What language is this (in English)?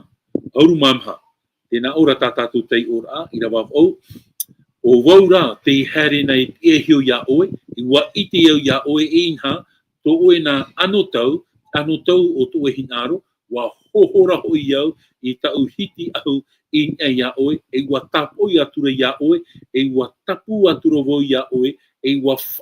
Tahitian